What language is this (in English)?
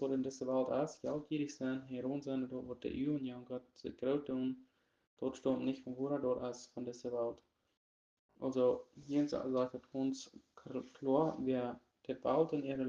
Plautdietsch